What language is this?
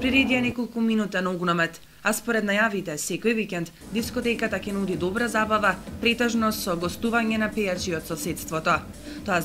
Macedonian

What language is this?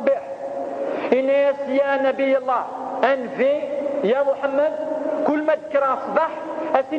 Kabyle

